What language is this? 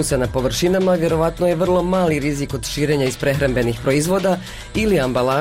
Bosnian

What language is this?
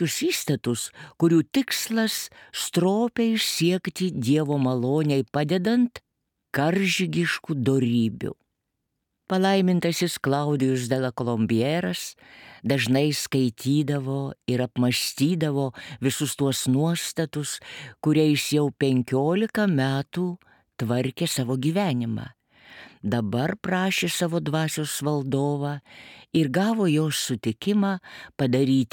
Lithuanian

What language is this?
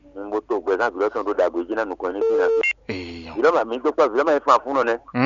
Fon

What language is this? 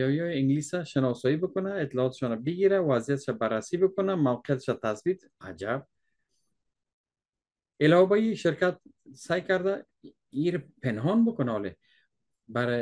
Persian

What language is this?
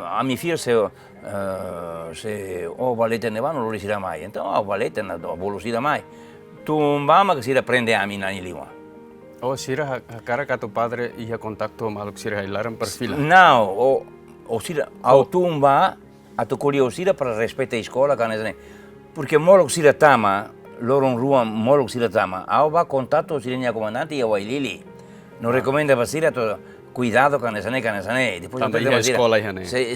Tetum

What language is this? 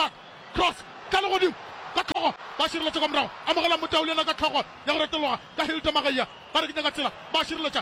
Northern Sotho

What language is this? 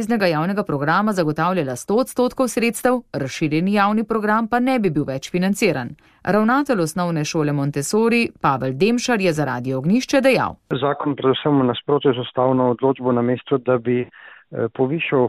Slovenian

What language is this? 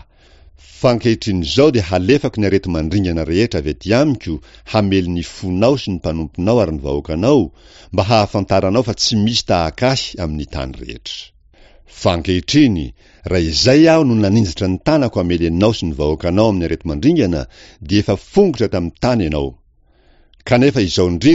Malagasy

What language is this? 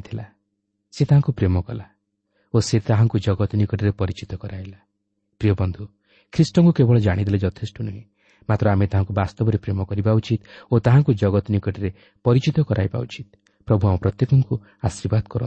Odia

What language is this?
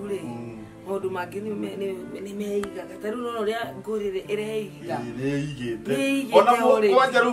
Kikuyu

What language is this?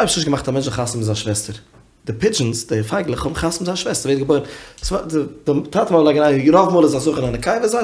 Yiddish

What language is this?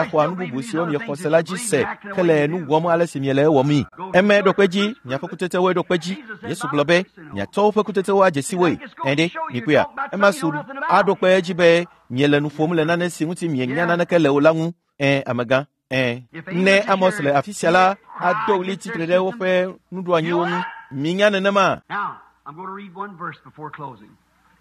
Ewe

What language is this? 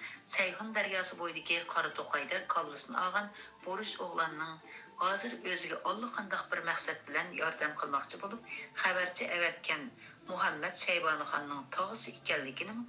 Uyghur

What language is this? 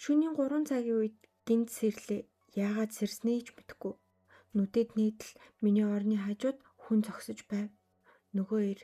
Mongolian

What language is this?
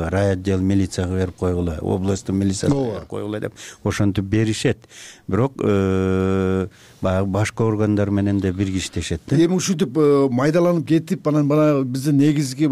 Kyrgyz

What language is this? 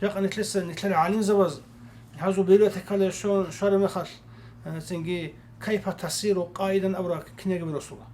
Avaric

